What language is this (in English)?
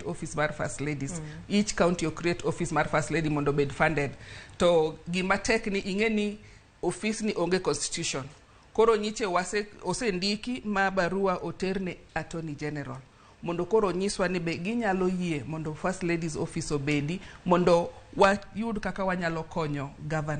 Luo (Kenya and Tanzania)